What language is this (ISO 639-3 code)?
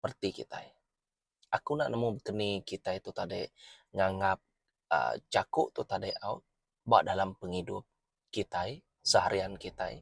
iba